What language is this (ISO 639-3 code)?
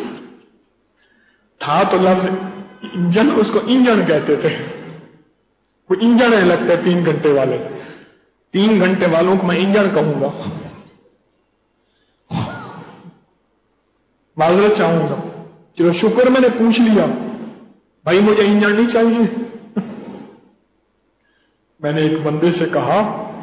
urd